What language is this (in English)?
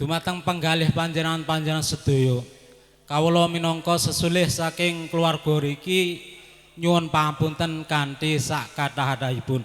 Javanese